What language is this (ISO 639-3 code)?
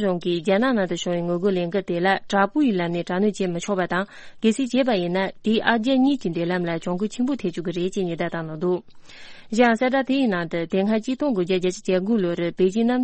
bod